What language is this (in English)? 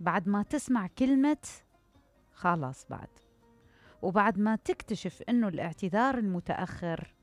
Mesopotamian Arabic